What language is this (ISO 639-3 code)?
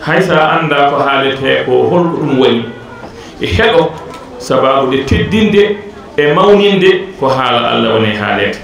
ful